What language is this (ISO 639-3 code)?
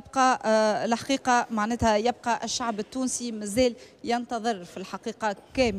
aeb